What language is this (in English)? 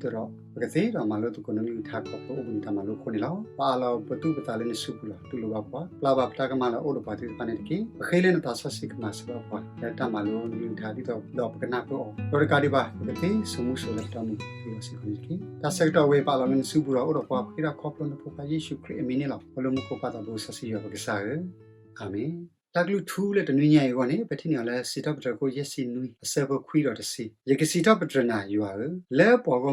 S'gaw Karen